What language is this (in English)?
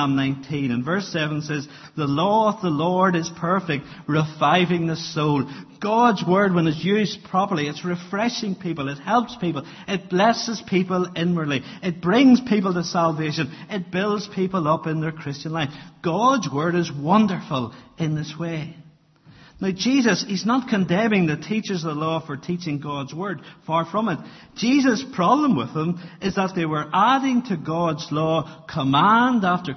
English